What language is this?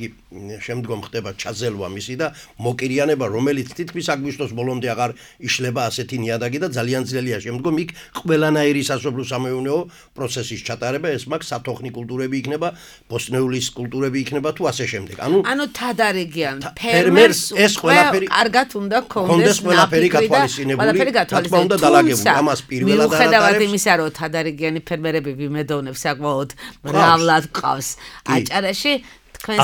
Georgian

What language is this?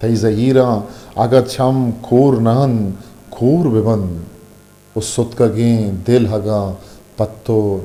Eastern Balochi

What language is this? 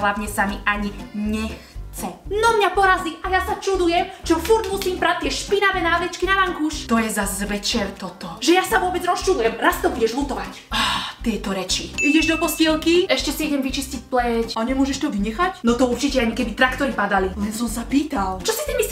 Slovak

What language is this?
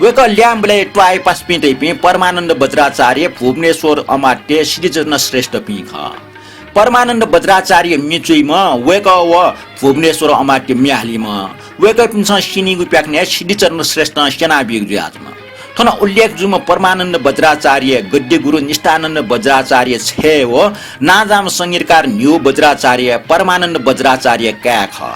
Newari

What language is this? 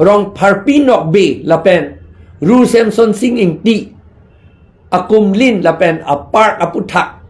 Karbi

